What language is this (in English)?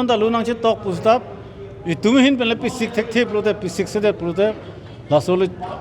Karbi